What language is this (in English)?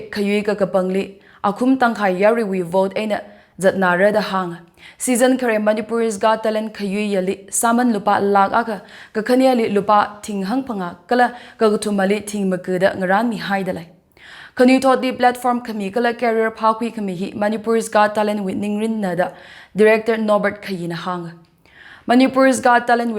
Tangkhul Naga (India)